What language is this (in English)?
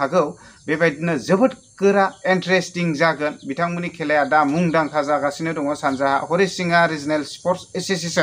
Bodo